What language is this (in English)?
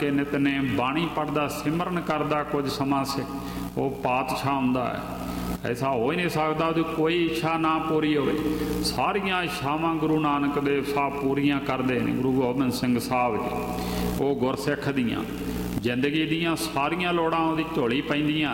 Punjabi